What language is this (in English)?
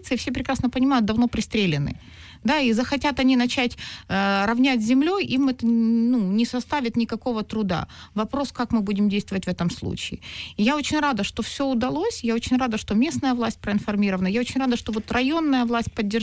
Russian